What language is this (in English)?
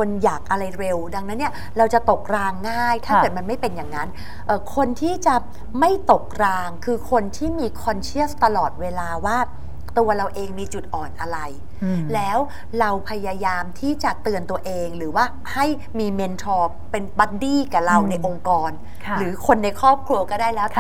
Thai